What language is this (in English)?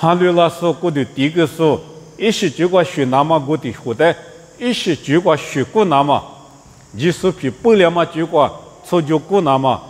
Lisu